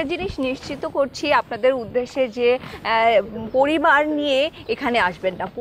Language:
Bangla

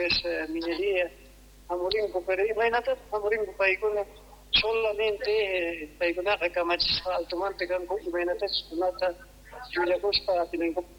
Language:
South Bolivian Quechua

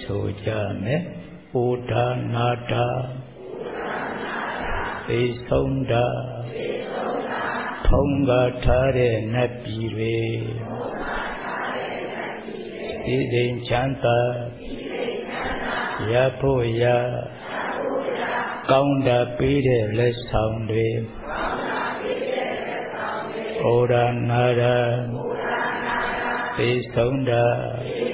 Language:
Burmese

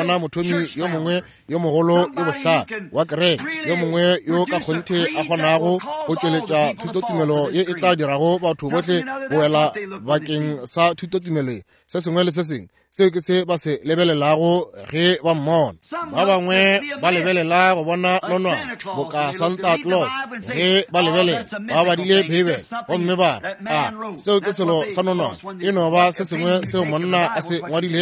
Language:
Northern Sotho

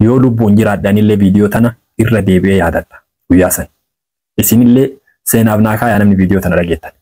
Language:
Oromo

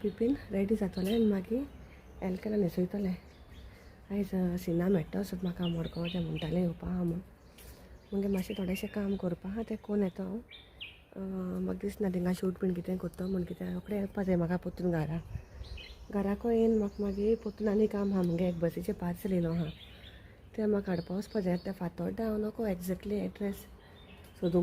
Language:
Konkani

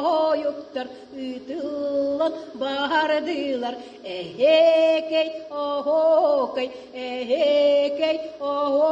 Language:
Yakut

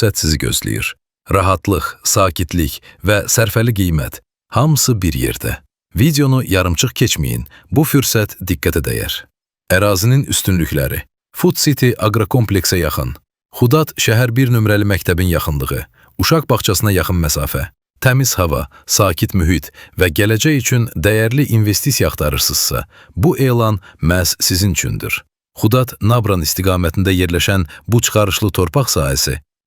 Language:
Azerbaijani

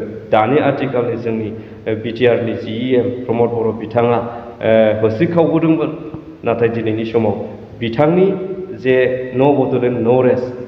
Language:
Bodo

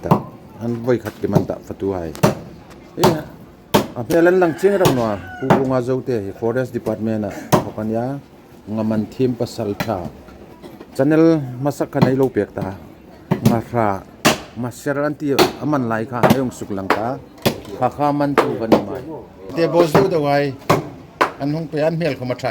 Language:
Hmar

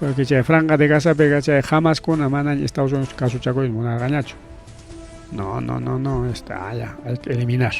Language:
Ayacucho Quechua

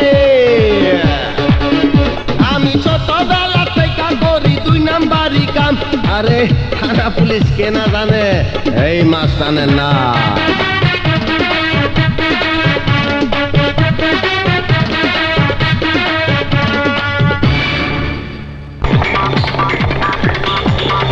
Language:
Bangla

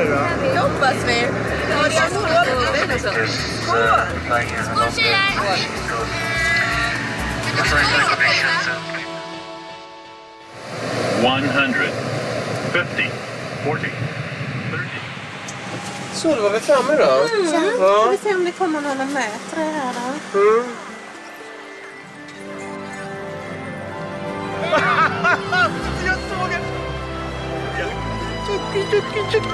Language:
Swedish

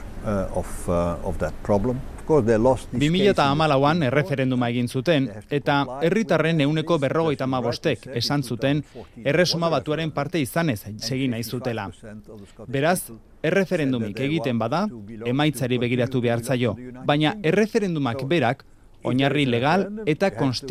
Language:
Basque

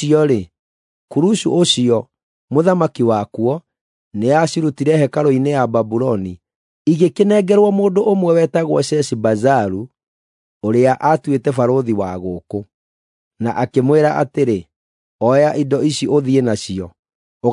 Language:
Kikuyu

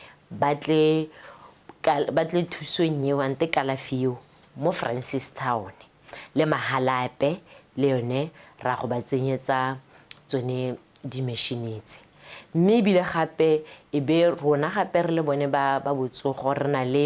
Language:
Tswana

